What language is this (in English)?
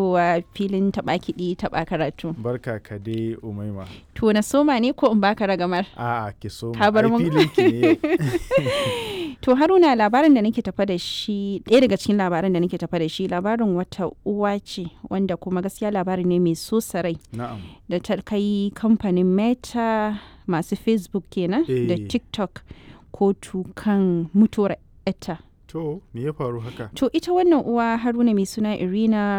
Hausa